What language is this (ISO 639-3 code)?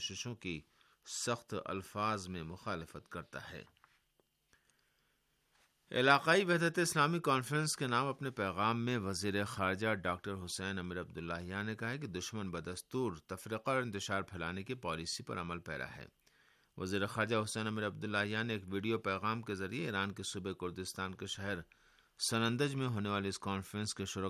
urd